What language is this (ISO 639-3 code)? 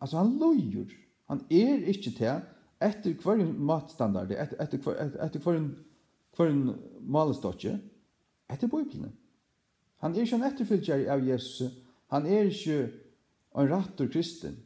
fao